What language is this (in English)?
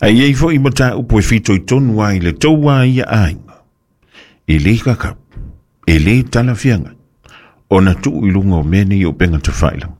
Samoan